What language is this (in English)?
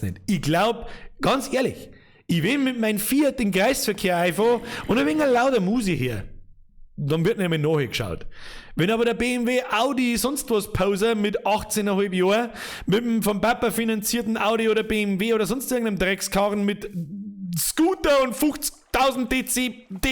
Bavarian